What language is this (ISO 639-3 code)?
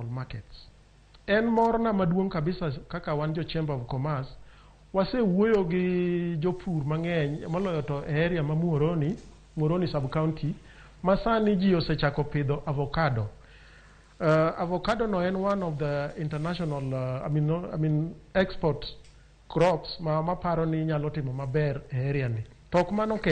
luo